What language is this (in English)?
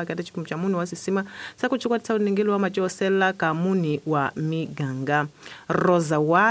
Tsonga